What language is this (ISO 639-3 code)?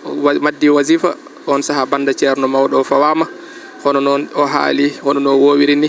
ful